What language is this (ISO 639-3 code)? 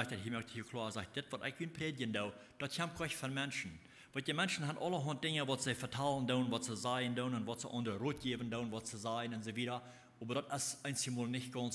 pdt